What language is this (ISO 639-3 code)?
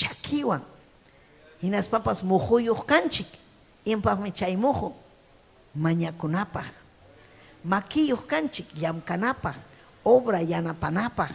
quy